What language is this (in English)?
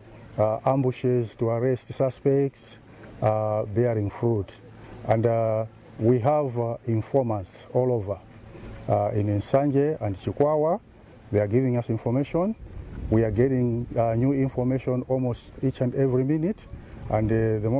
English